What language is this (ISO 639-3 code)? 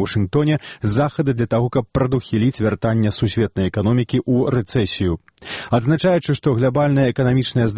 bel